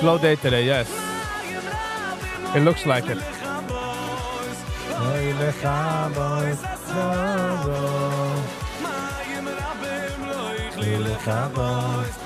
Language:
Yiddish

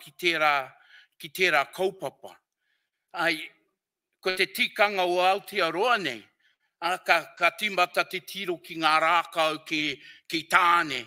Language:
Māori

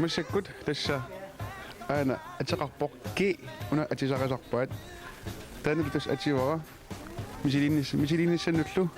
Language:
Kalaallisut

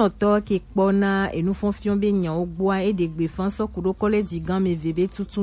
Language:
Gen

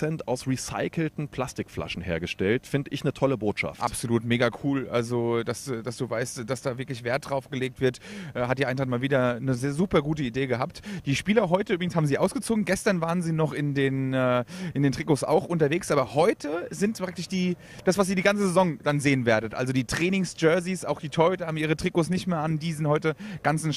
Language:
German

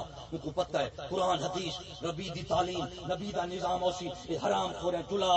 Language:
Saraiki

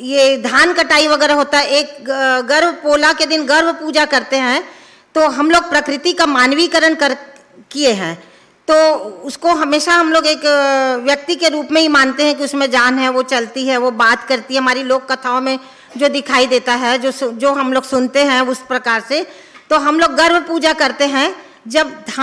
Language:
Chhattisgarhi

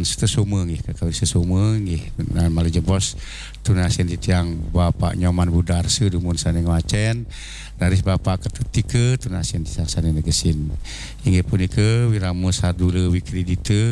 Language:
Balinese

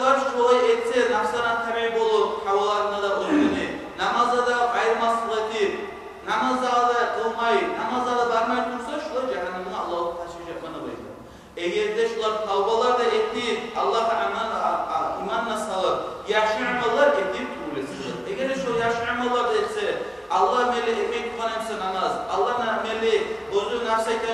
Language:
Kumyk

